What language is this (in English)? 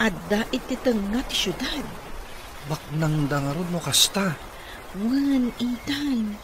Iloko